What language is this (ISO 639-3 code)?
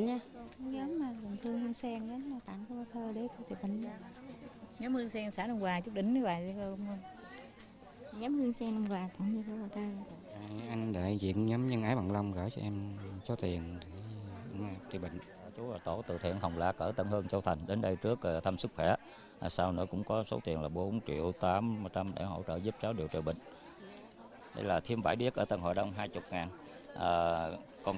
vie